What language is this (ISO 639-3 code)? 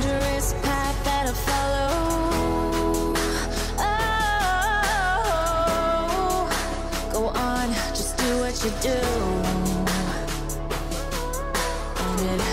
eng